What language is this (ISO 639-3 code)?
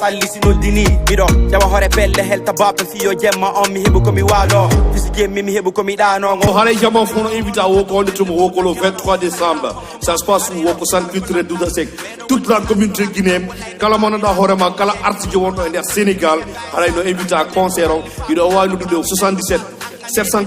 ful